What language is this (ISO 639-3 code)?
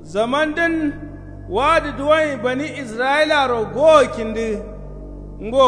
kau